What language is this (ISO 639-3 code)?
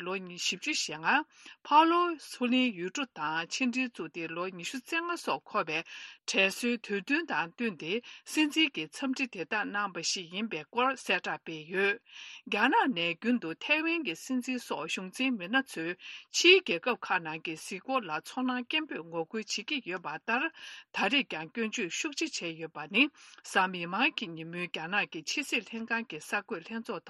bod